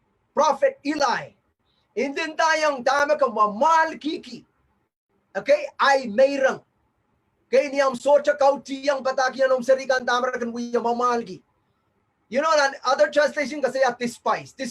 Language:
Pohnpeian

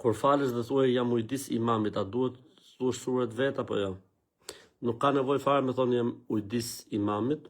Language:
Albanian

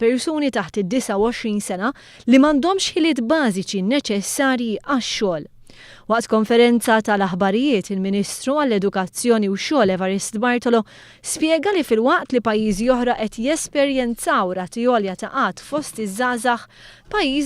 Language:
Maltese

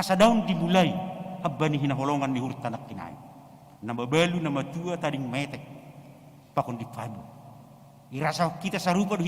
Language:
Batak Simalungun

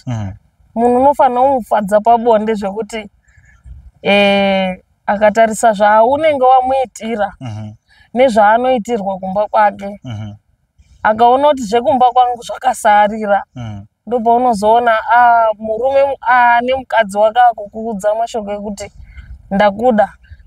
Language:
Shona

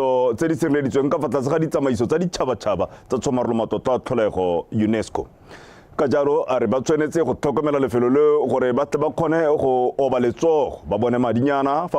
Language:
Tswana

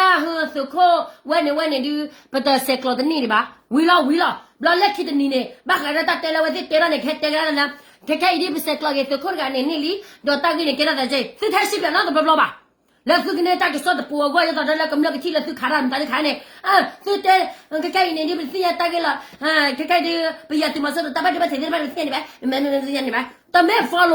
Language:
S'gaw Karen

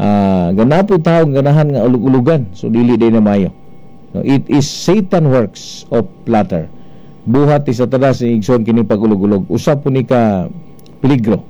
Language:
Cebuano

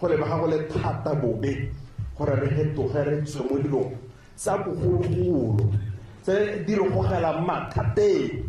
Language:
Tswana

